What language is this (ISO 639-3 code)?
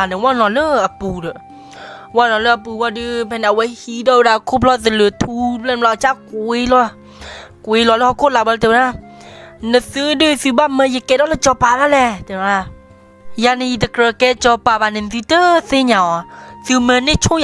ksw